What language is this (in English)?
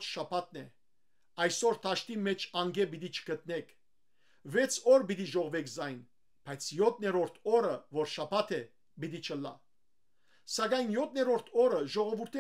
Western Armenian